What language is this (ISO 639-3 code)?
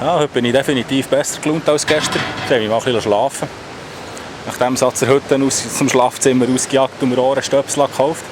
gsw